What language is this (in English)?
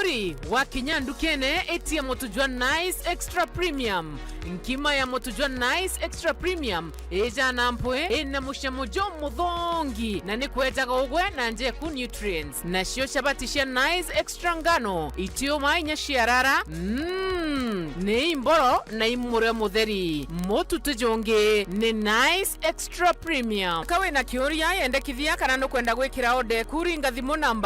Meru